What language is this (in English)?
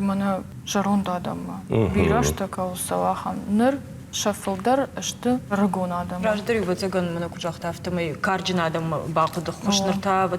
Ossetic